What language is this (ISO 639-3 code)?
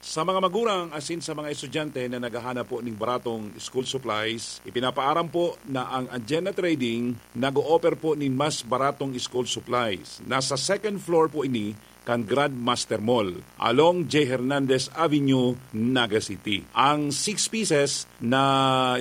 bik